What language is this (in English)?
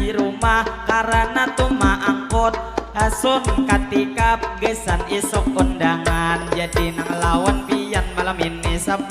Banjar